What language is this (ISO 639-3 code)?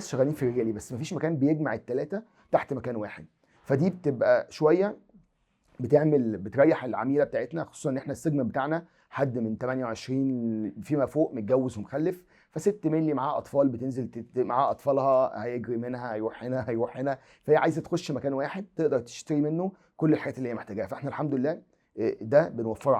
arz